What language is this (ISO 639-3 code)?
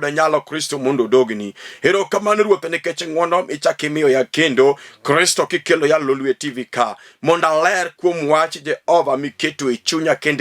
luo